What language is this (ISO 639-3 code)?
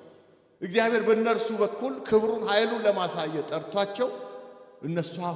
amh